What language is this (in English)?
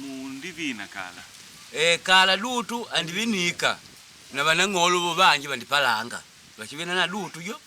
Makonde